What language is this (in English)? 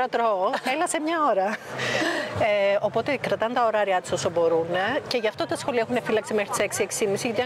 Greek